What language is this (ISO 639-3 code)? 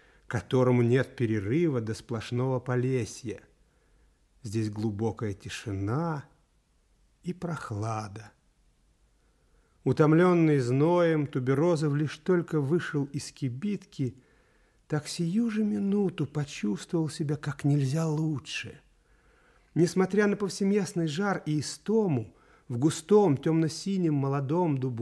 rus